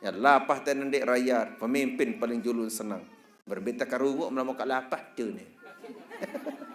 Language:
Sasak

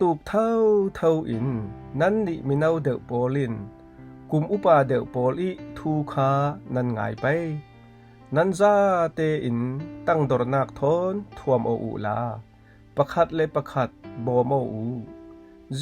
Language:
Falam Chin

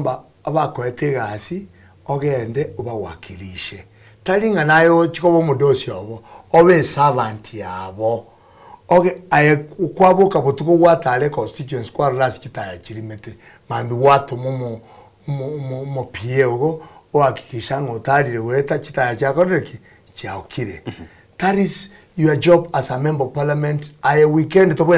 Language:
Gusii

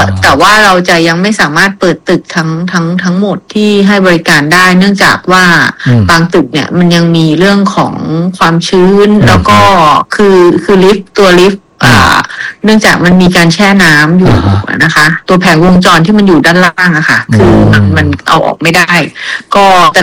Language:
Thai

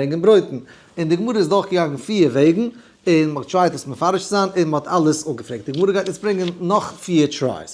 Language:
Yiddish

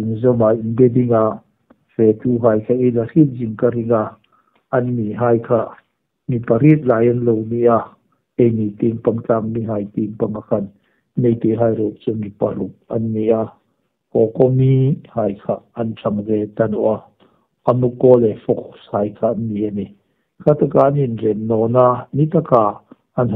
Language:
Hmar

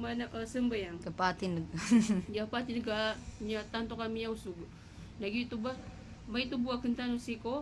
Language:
Maranao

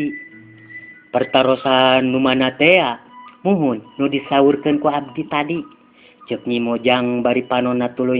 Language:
Sundanese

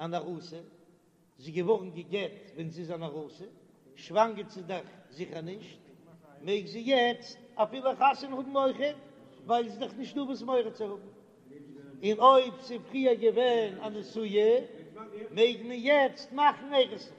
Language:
Yiddish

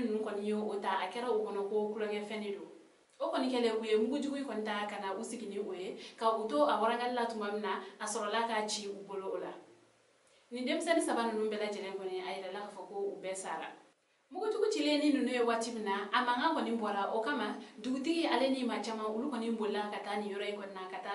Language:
Bambara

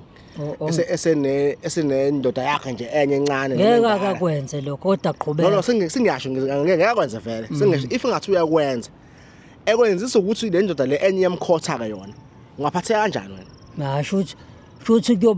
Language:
Zulu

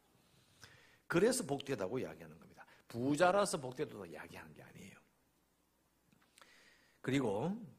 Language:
Korean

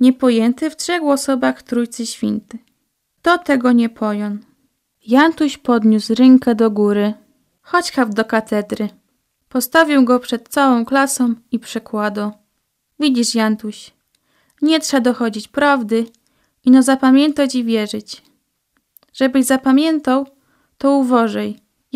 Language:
Polish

